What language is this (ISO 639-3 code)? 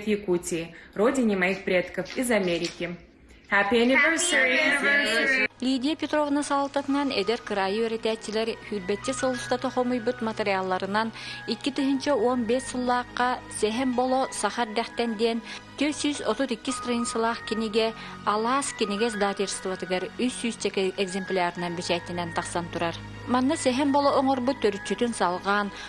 sah